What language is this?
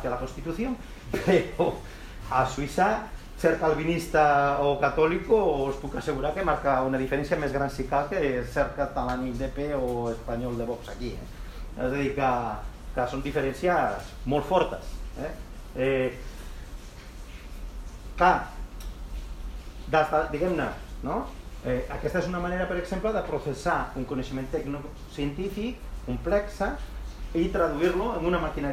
Catalan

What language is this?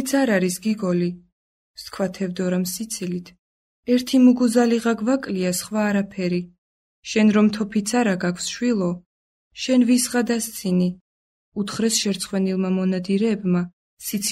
Georgian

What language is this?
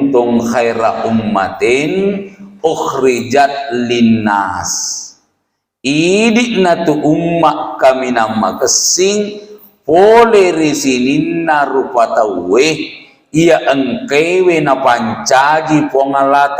Buginese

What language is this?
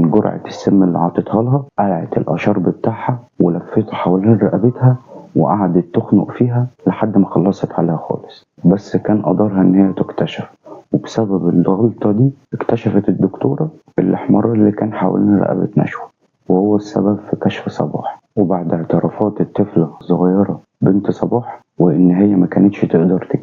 Egyptian Arabic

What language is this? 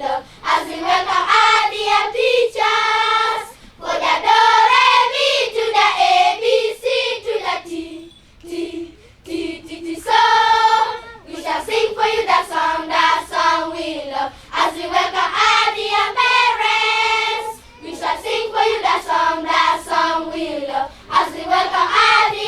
Acoli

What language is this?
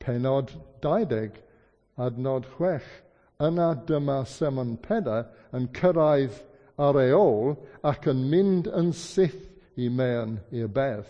Welsh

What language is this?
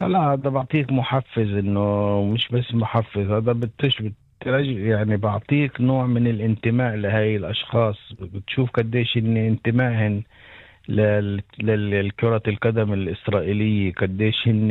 North Levantine Arabic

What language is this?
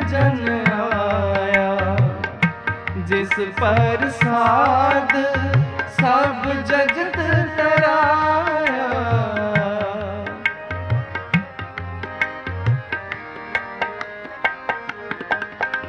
Hindi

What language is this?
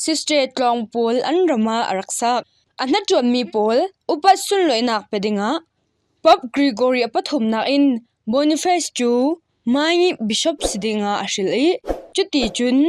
Falam Chin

